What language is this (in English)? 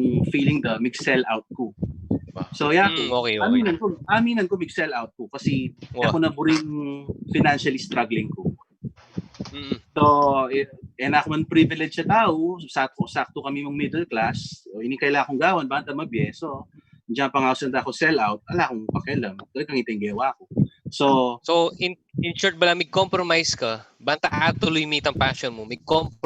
Pampanga